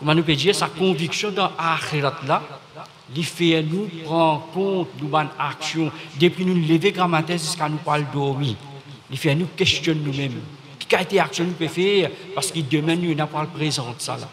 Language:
Morisyen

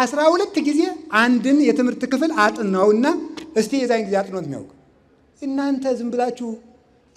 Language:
Amharic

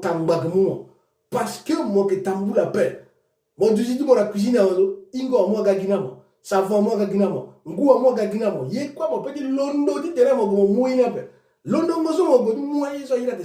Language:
Sango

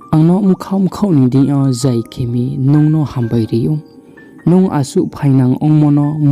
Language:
Riang (India)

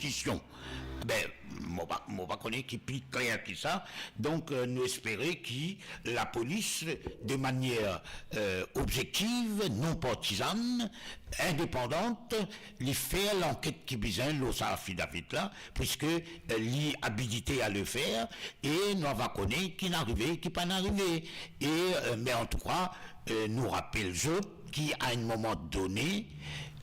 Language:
Morisyen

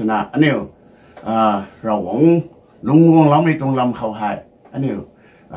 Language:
Rongmei Naga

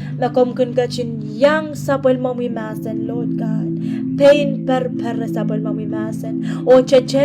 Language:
Pohnpeian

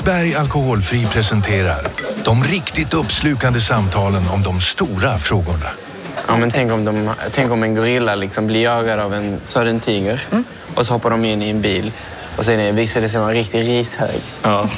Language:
Swedish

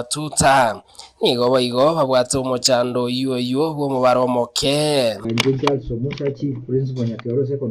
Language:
Gusii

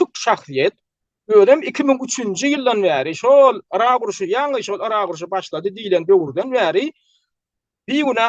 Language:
Turkmen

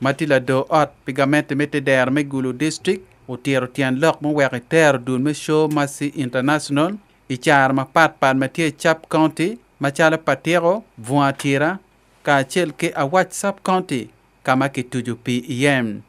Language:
Acoli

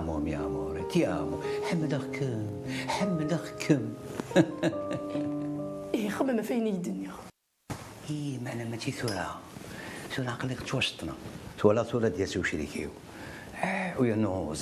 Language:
Kabyle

